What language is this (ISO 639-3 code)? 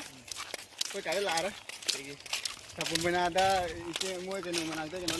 mni